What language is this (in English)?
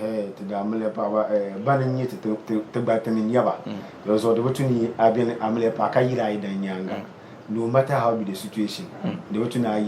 Dagbani